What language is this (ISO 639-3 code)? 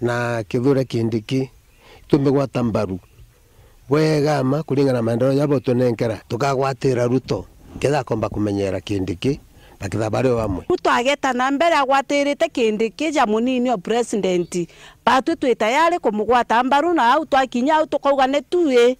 mer